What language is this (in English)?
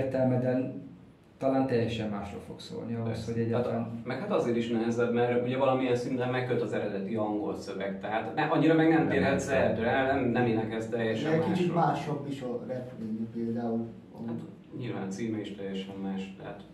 Hungarian